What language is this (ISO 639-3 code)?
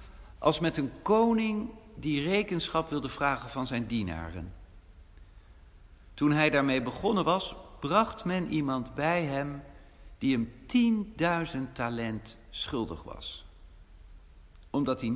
nld